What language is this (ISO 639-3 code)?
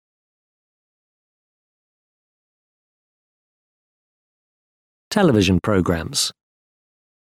guj